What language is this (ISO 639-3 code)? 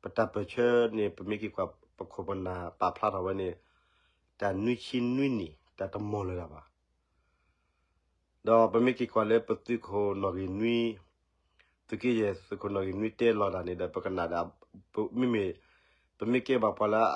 ksw